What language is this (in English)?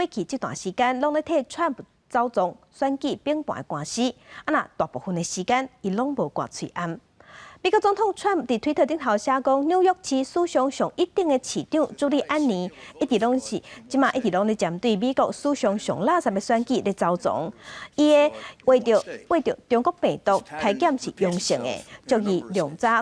Min Nan Chinese